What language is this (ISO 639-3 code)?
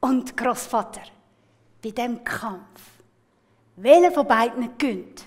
gsw